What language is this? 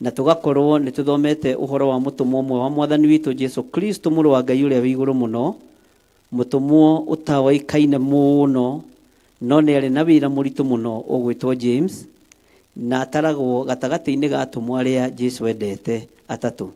Kikuyu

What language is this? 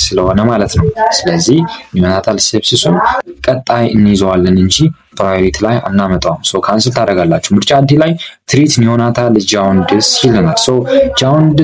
Amharic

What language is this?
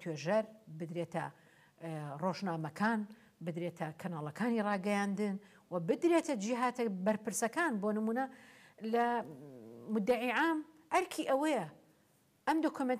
Central Kurdish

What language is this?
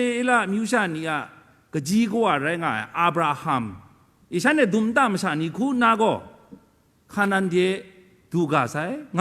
Kachin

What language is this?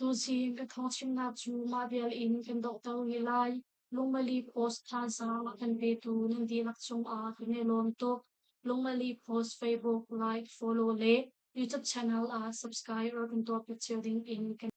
Hakha Chin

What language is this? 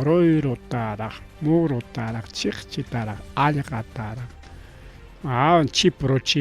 Ayacucho Quechua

